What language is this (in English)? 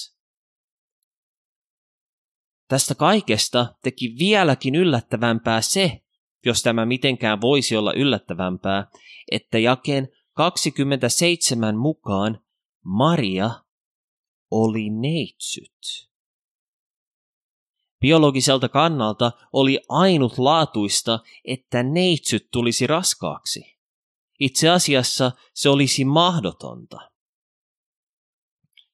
Finnish